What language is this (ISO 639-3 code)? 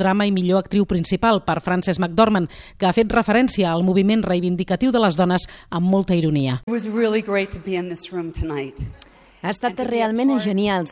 cat